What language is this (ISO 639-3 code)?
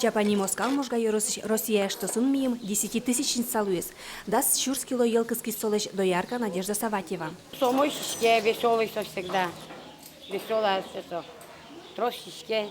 udm